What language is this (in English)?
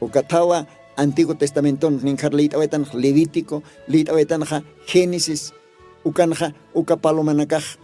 Aymara